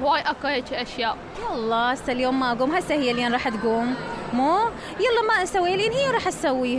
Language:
Mesopotamian Arabic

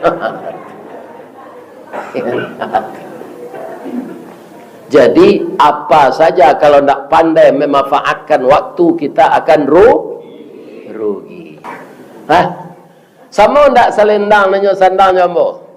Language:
Minangkabau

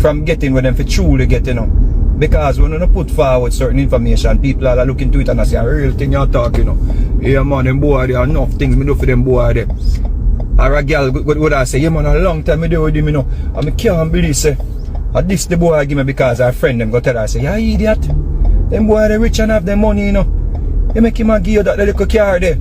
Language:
Jamaican Creole English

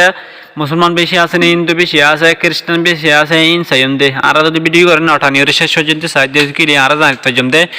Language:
Rohingya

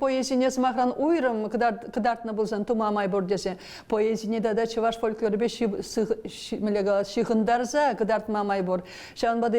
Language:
Chuvash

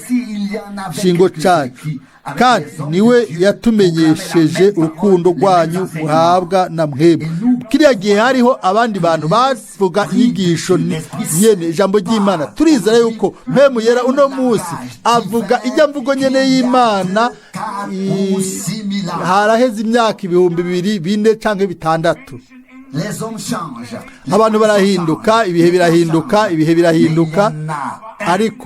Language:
Rundi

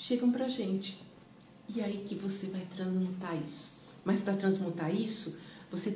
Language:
Portuguese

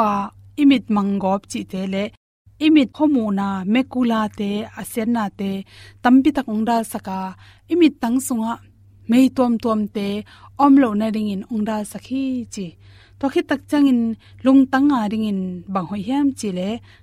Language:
Tedim Chin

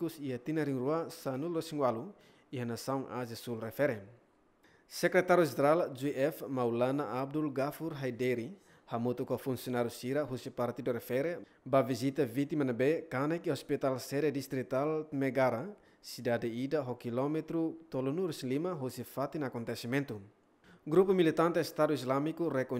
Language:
Tetum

